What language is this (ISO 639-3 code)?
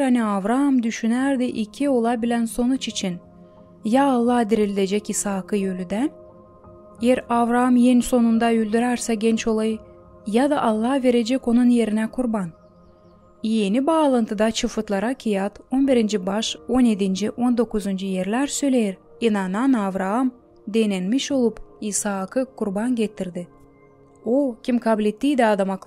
gag